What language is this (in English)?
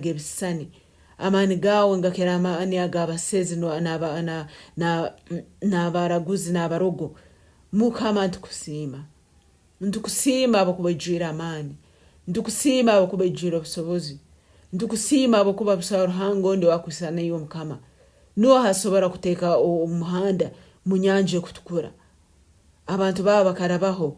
Nyankole